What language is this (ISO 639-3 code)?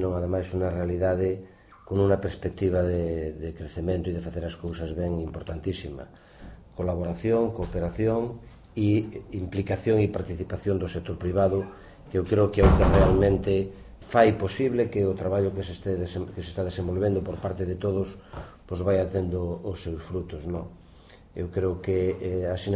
glg